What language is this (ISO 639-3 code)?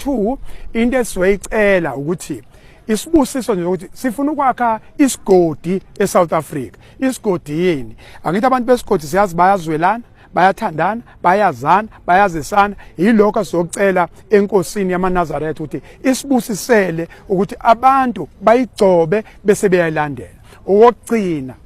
zul